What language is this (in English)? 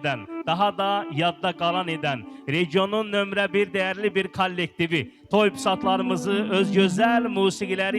Azerbaijani